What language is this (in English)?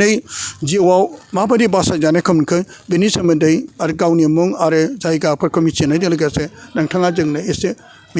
Bodo